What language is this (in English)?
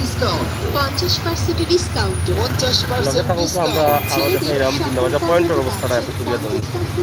Sylheti